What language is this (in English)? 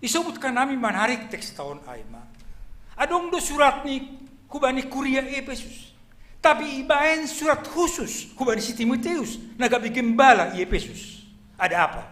Batak Simalungun